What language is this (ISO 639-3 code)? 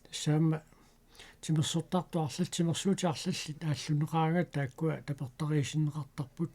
kal